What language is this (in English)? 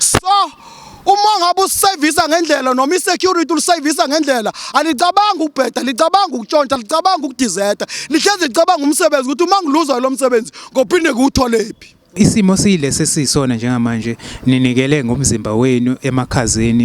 Zulu